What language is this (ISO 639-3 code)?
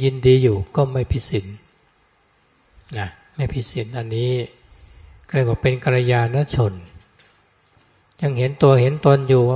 tha